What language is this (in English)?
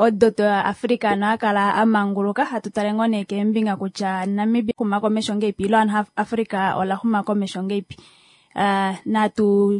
Kuanyama